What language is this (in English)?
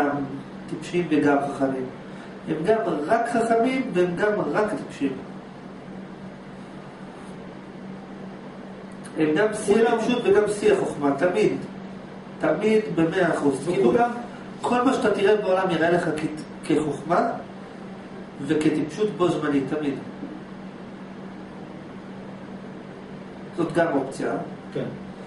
Hebrew